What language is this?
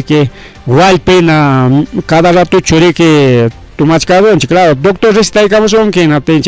Ayacucho Quechua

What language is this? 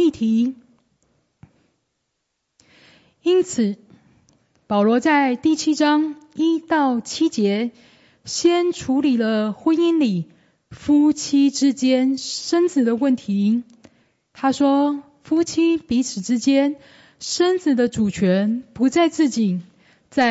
Chinese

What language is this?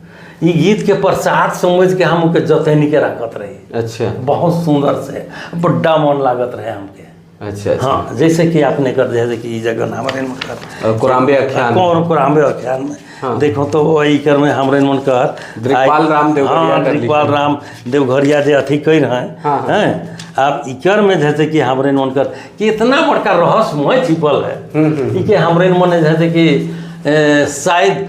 Sadri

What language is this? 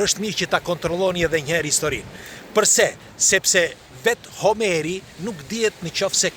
Albanian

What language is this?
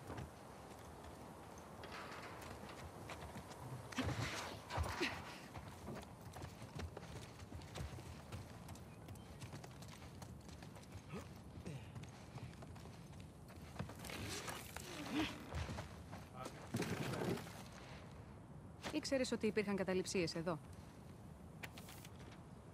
Greek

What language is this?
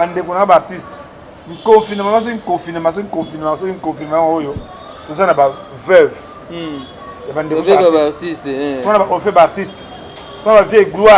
Lingala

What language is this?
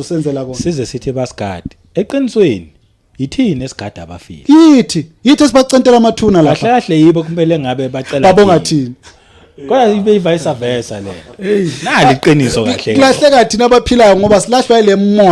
Zulu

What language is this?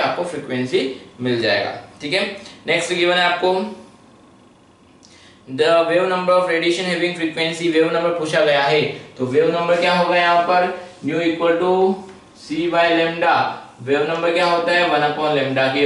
Hindi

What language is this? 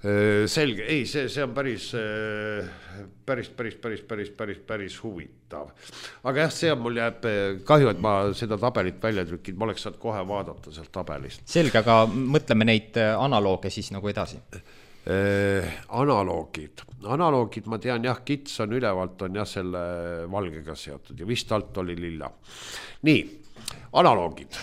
Estonian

